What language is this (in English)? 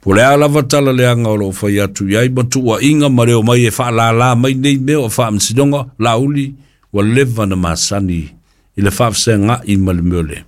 Samoan